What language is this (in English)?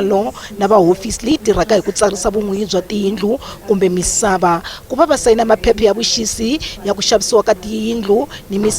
Tsonga